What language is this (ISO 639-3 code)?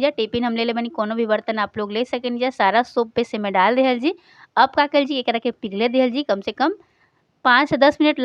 bho